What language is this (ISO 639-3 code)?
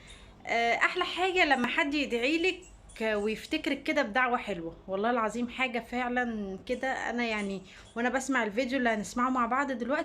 arz